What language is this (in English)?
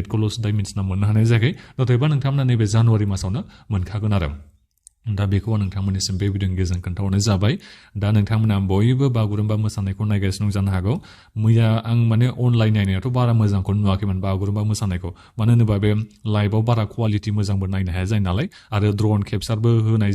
Bodo